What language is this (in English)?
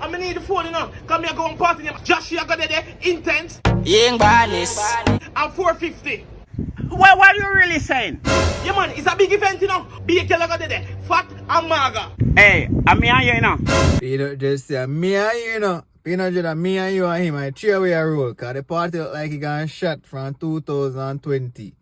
Jamaican Creole English